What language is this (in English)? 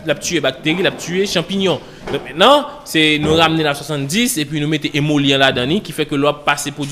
Haitian Creole